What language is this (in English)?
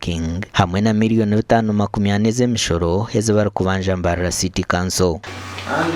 Nyankole